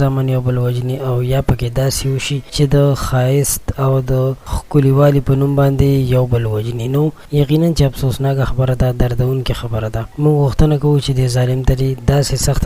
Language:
Pashto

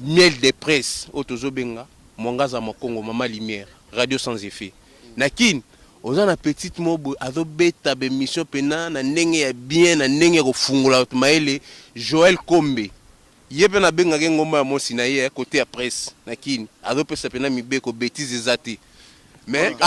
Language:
Lingala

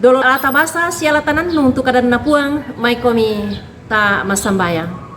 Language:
Toraja-Sa'dan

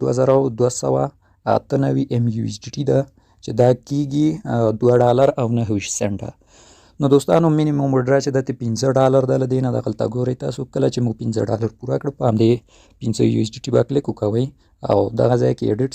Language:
Pashto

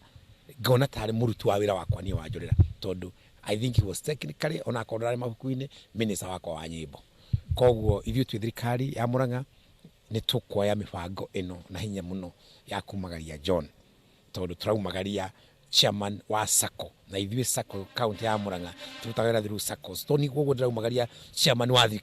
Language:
Kikuyu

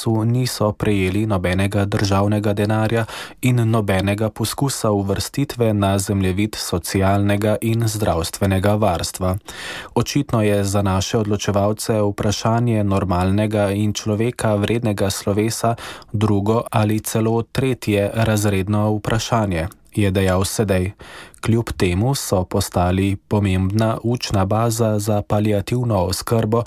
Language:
Slovenian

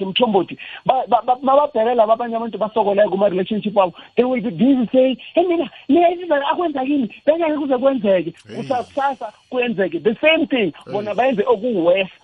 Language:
South Ndebele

